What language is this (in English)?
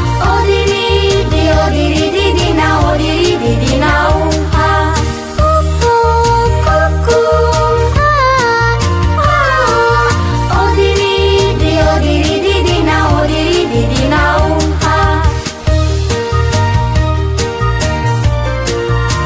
Romanian